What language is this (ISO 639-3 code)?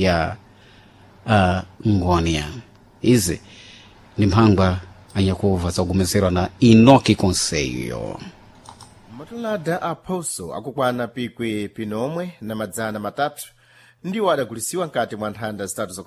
seh